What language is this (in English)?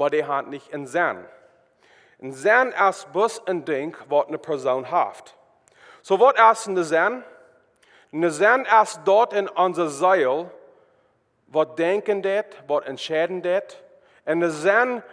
Plautdietsch